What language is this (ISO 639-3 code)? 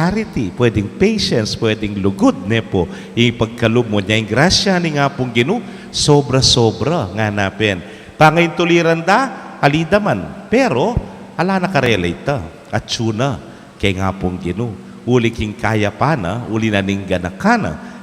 pam